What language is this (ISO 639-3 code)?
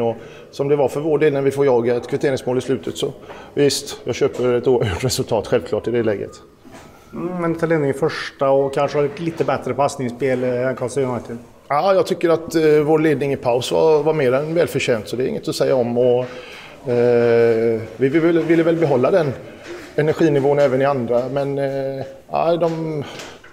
swe